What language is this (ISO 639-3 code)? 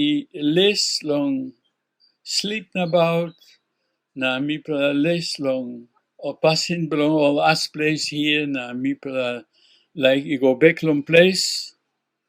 tpi